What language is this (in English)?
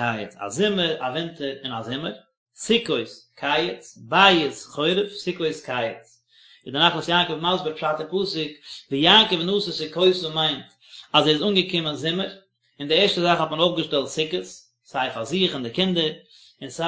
Yiddish